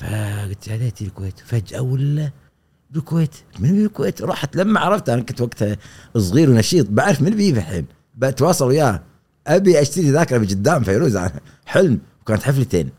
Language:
Gulf Arabic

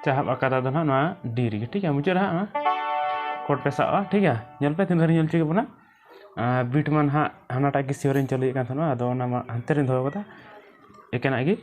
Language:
Santali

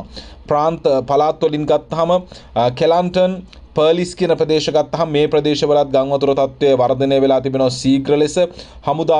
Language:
Sinhala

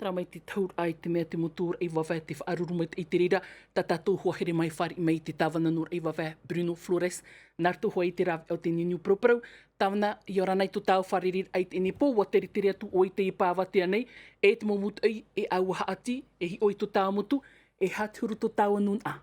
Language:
Tahitian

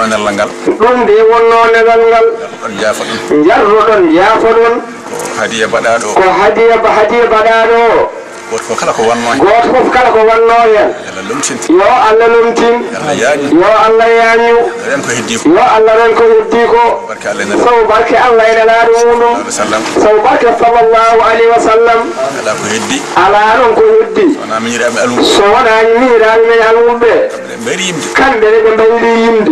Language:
Fula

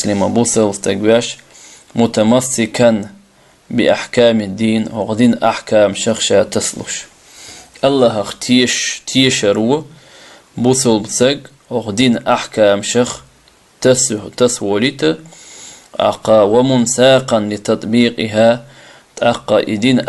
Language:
Chechen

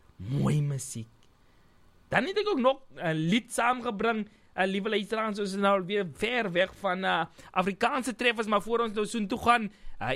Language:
Afrikaans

